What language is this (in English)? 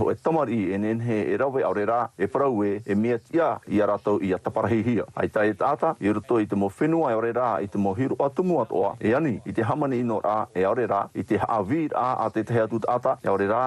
Tahitian